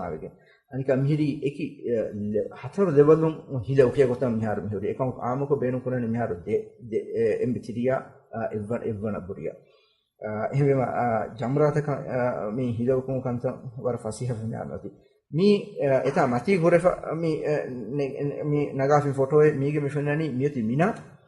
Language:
Divehi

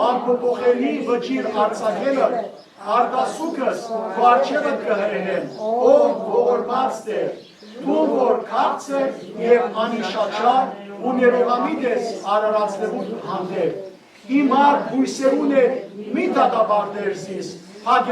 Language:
Western Armenian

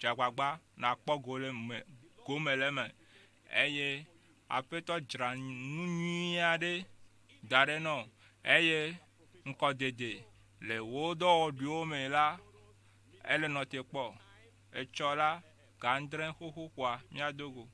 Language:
Ewe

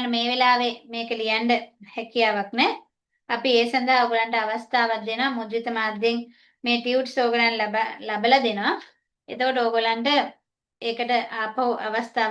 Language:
Sinhala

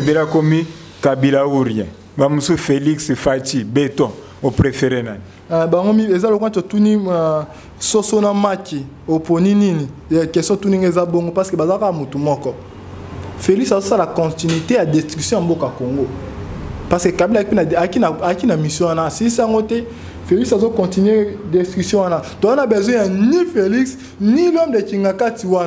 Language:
Lingala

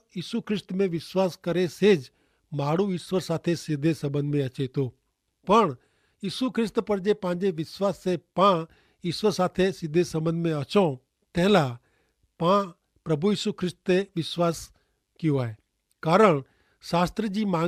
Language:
Kachhi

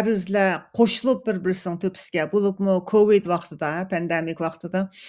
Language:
Uyghur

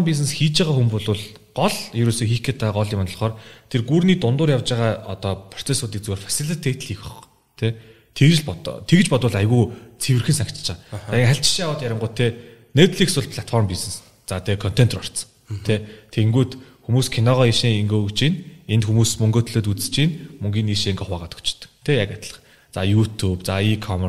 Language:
Mongolian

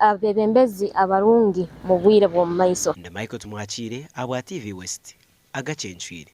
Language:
Nyankole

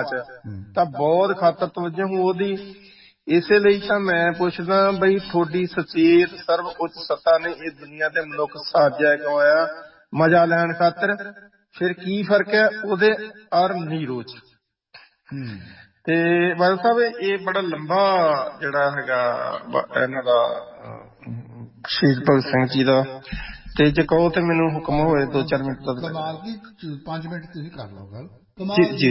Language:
Punjabi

